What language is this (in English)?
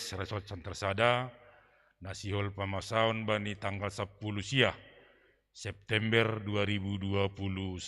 Batak Simalungun